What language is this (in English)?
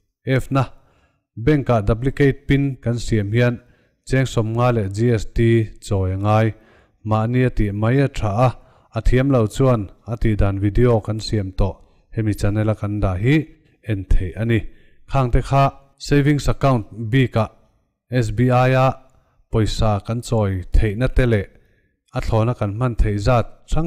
Mizo